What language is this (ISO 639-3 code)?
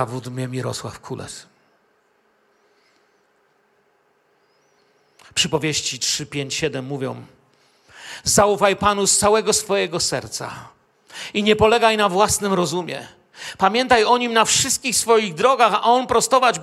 pol